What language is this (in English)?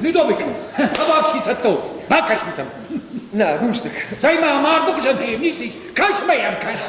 Ossetic